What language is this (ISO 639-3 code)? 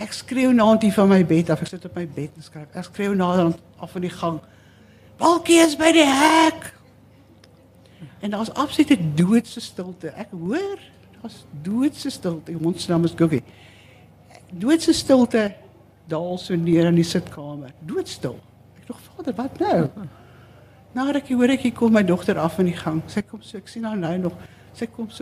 afr